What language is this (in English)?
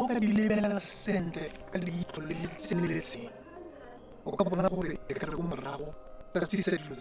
Tswana